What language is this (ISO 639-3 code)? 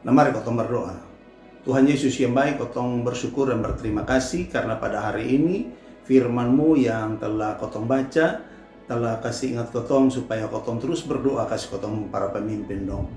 mkn